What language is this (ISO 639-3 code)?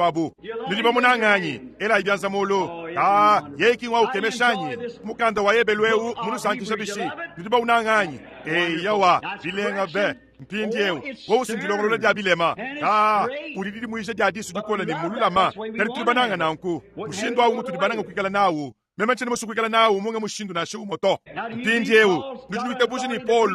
lua